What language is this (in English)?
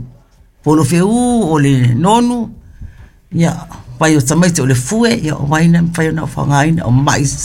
Samoan